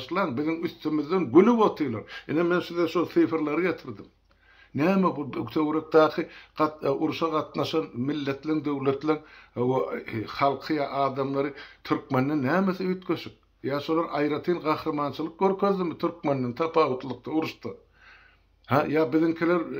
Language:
Turkmen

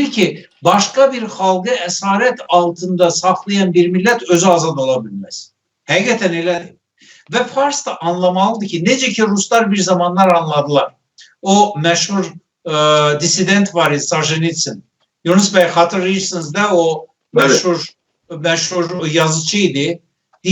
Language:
South Azerbaijani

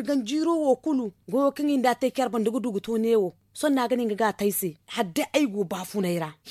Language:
Zarma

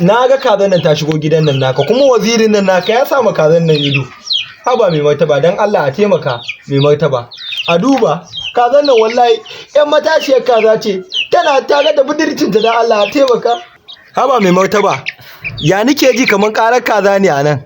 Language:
Hausa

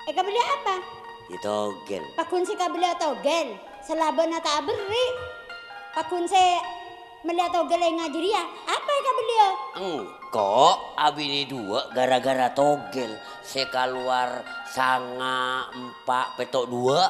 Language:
Madurese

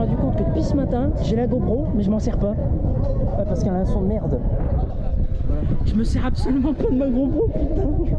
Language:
French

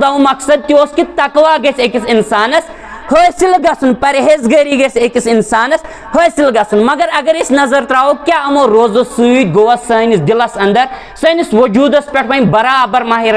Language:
Kashmiri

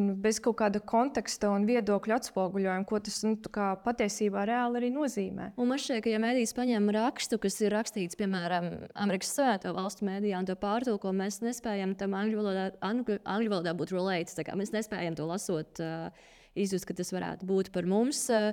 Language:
Latvian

